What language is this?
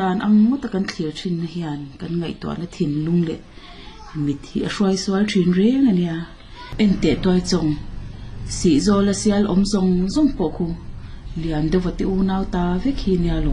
Mizo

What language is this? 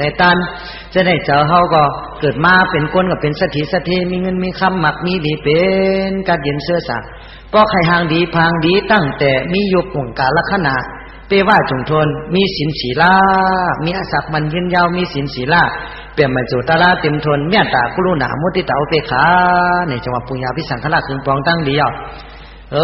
Shan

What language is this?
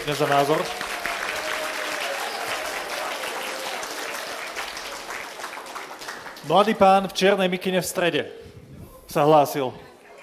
Slovak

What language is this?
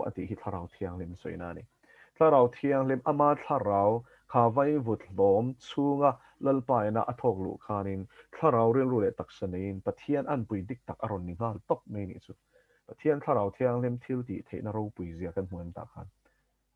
Mizo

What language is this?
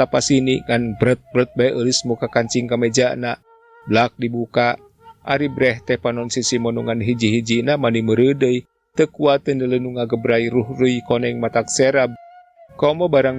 Sundanese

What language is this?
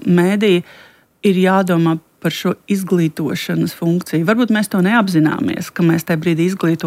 Latvian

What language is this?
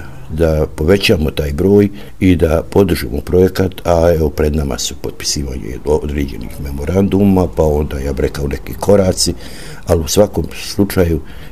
Bosnian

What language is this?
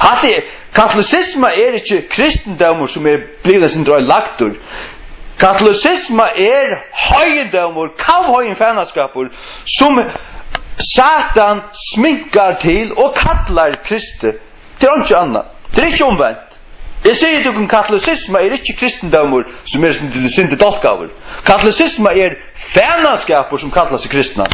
Faroese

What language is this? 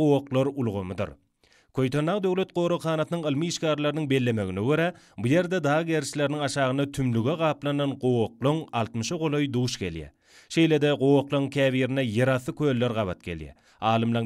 Turkmen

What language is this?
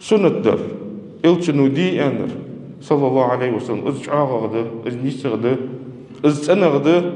Ingush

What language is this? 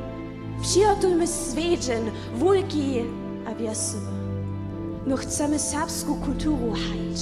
Upper Sorbian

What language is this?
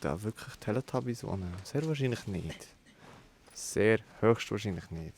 Swiss German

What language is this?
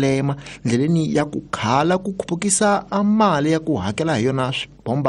Tsonga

